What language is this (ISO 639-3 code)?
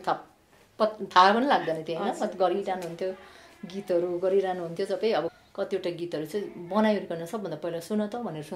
nep